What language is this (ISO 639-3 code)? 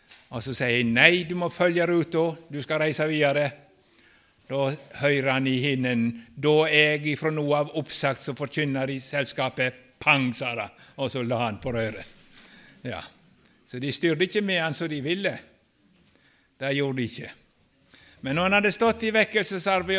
nor